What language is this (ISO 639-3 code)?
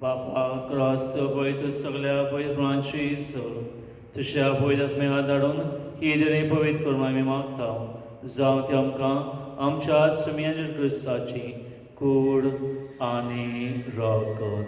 kok